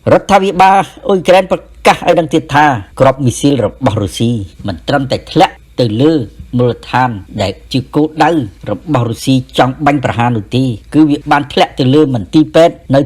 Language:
Khmer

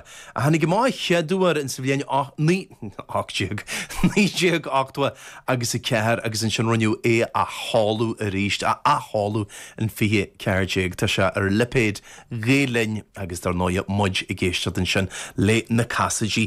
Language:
Irish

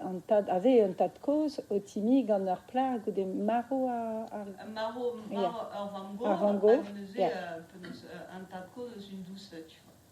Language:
Breton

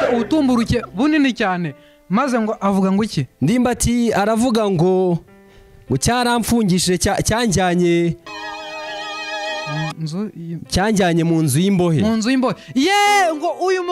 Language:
Kinyarwanda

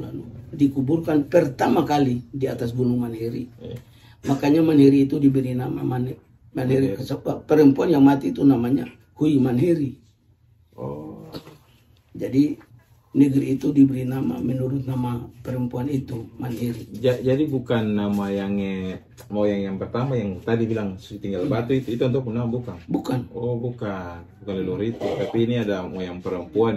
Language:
Ambonese Malay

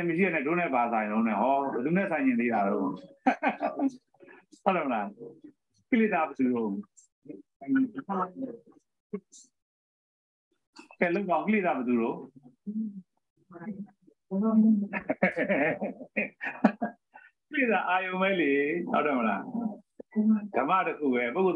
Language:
Burmese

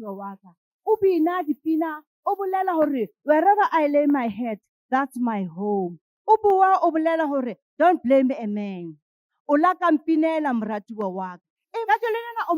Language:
Southern Sotho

